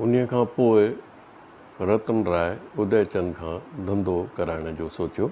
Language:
Sindhi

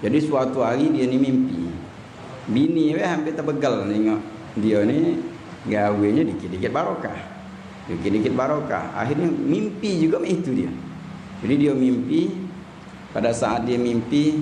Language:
Musi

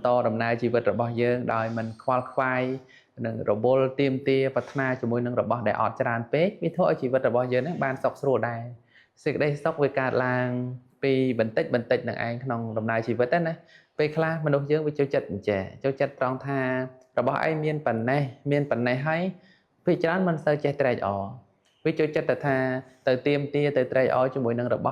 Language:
Khmer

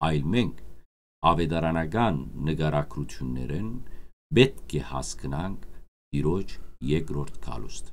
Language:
Western Armenian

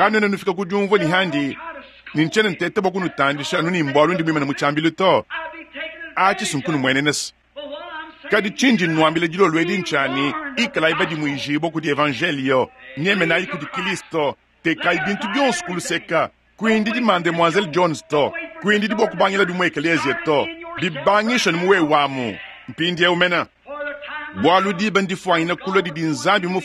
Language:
Luba-Lulua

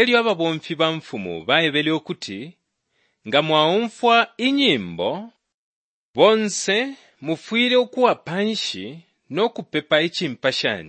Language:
Bemba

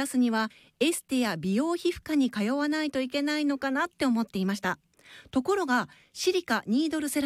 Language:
Japanese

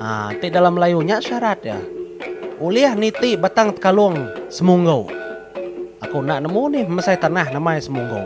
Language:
Iban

